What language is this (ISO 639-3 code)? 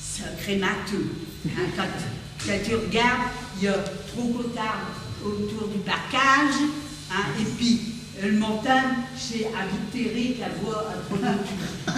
pcd